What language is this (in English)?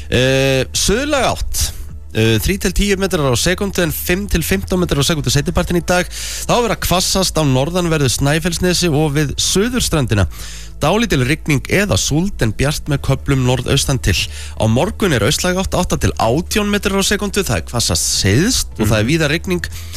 Icelandic